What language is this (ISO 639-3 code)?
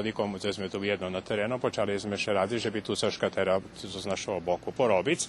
rue